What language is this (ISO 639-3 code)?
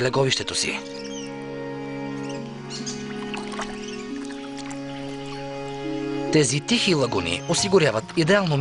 bul